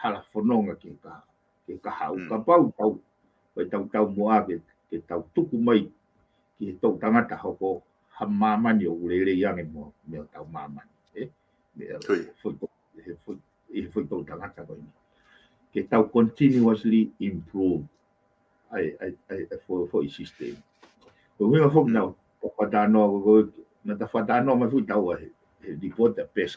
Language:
Tongan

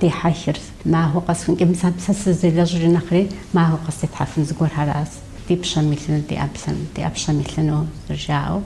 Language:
Kabardian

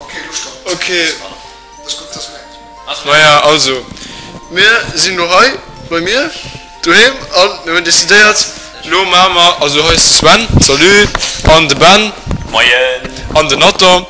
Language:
Luxembourgish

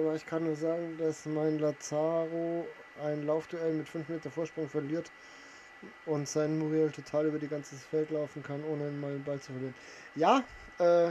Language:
Bavarian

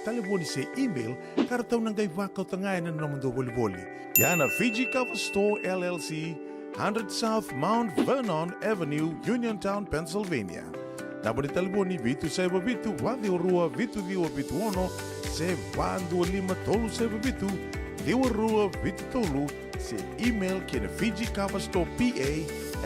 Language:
Fijian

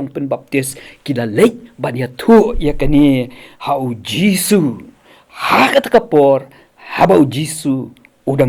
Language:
Khasi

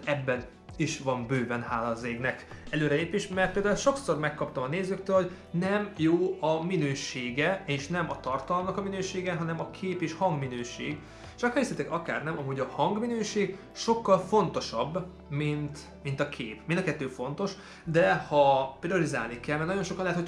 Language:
Hungarian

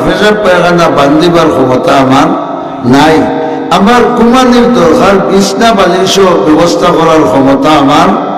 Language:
Sylheti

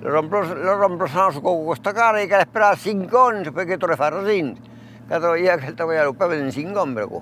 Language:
Occitan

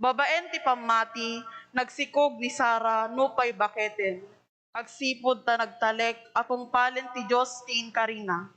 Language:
Iloko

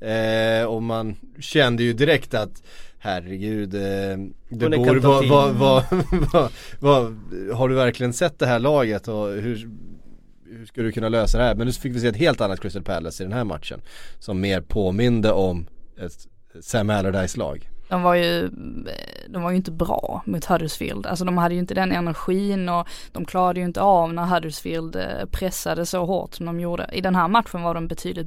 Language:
Swedish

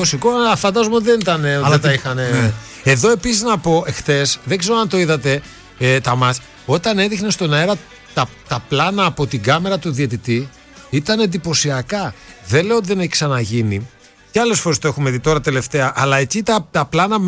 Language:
Greek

